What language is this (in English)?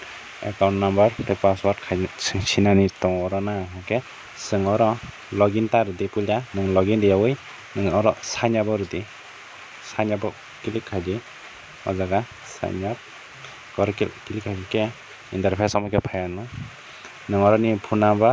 Kok Borok